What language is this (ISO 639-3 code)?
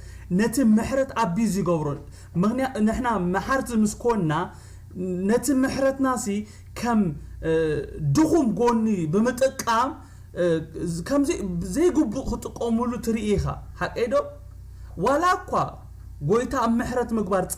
tir